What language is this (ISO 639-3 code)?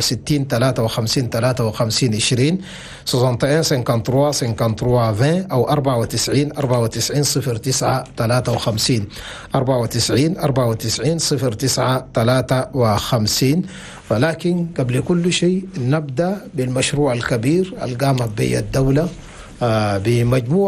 shu